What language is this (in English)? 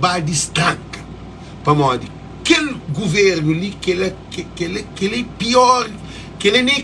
Kabuverdianu